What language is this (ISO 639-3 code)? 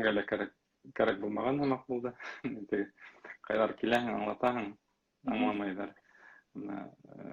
bak